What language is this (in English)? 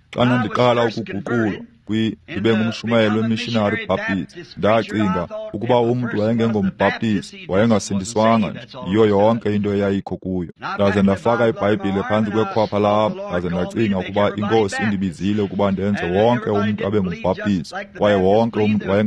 Xhosa